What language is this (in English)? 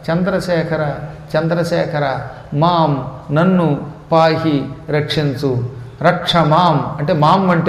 Telugu